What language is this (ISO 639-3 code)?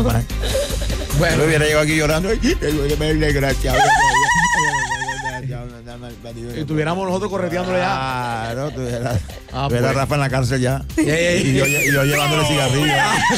spa